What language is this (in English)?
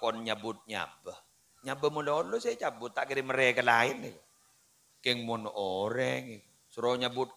Madurese